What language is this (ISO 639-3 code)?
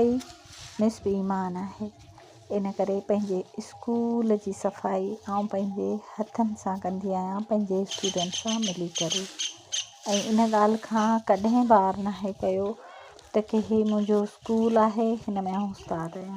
snd